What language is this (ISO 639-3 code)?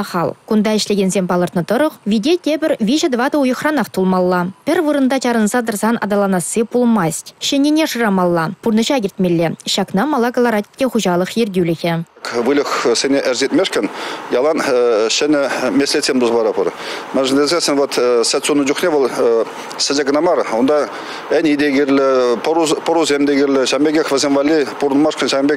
chv